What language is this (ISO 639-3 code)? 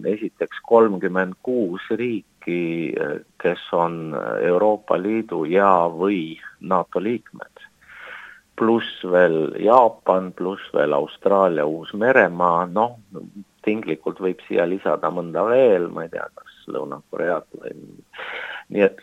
est